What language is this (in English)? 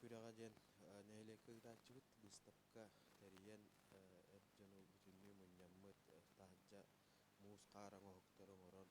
Yakut